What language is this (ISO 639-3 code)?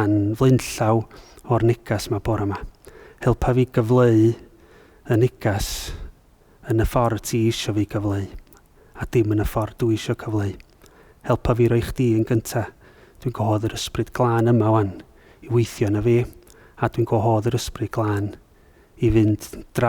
cym